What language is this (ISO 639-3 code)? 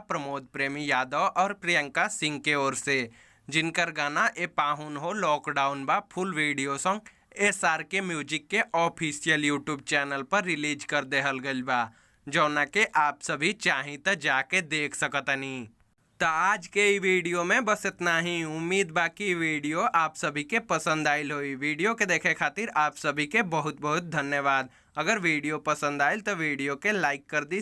bho